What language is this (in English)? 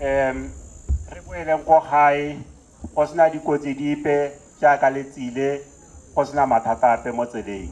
Tswana